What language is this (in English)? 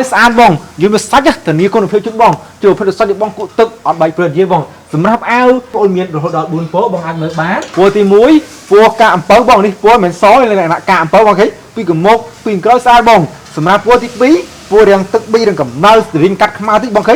Khmer